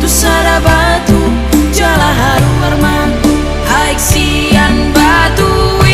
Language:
Batak Toba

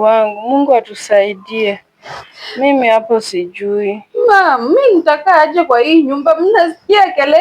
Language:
Swahili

